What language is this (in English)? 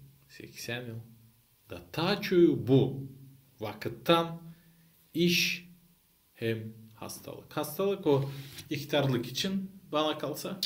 Gagauz